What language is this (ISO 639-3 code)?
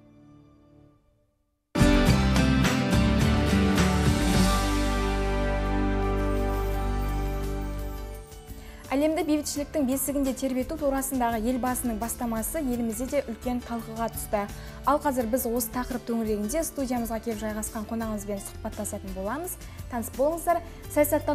kaz